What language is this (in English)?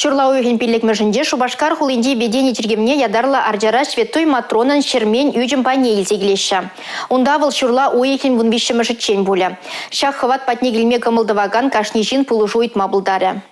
Chuvash